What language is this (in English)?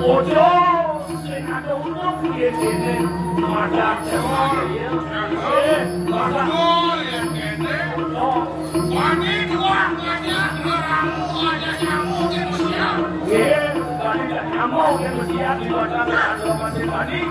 Balinese